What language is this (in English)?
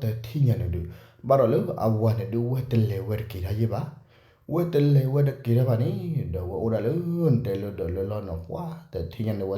S'gaw Karen